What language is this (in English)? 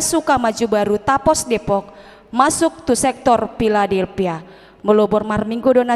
Batak Toba